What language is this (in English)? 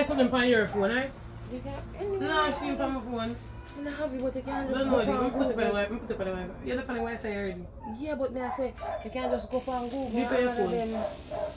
Jamaican Creole English